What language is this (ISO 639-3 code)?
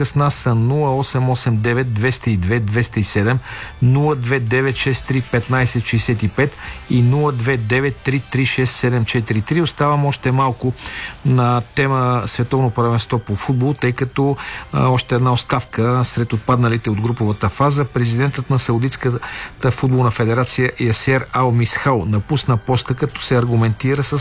bul